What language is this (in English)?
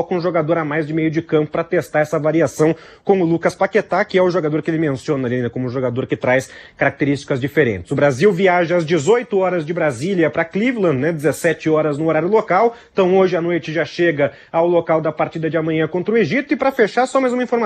Portuguese